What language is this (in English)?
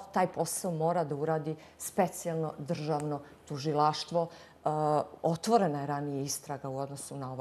Bosnian